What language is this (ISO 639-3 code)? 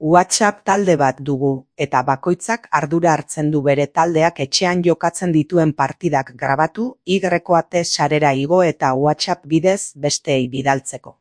eus